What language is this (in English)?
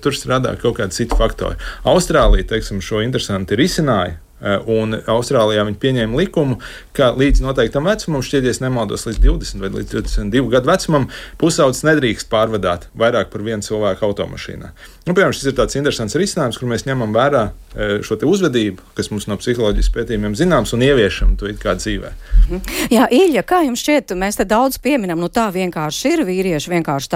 Latvian